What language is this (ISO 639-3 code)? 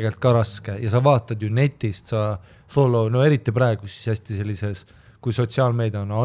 est